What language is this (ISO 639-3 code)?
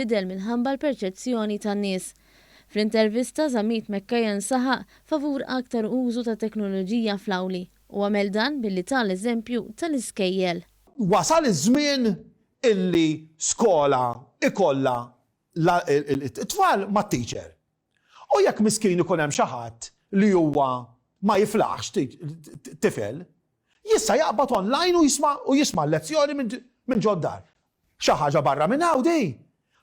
mlt